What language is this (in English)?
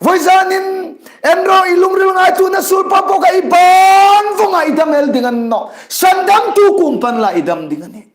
Hmar